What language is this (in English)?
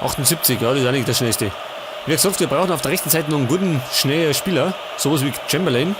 Bavarian